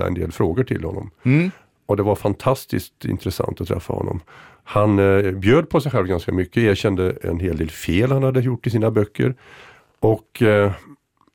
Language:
Swedish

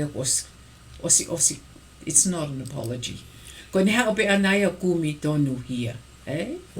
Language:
Tongan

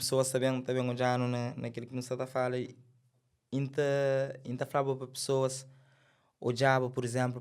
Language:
Kabuverdianu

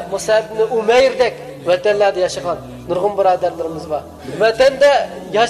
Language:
Uyghur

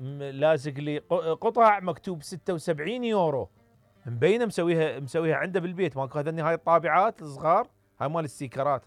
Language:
Mesopotamian Arabic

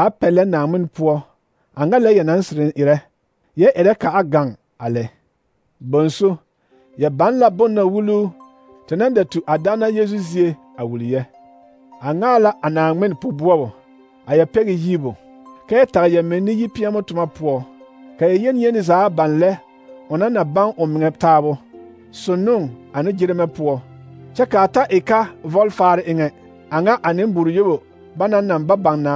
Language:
Southern Dagaare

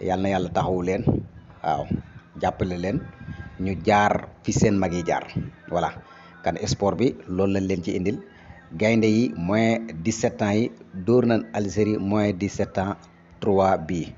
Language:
Wolof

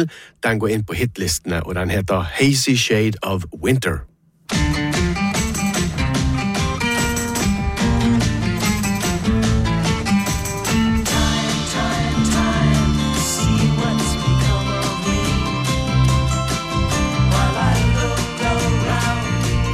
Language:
Norwegian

